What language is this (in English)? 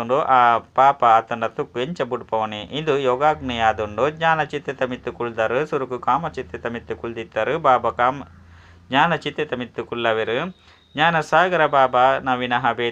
Tulu